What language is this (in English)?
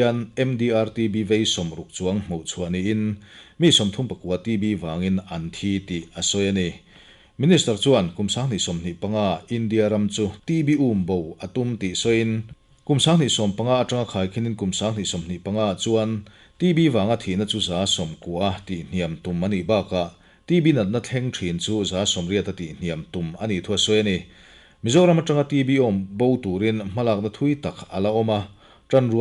Mizo